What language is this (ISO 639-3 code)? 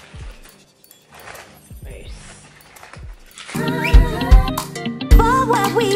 eng